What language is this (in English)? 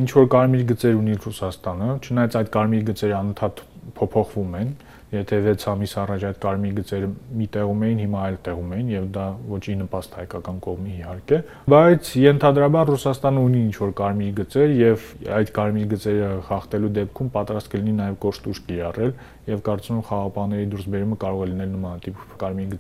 Armenian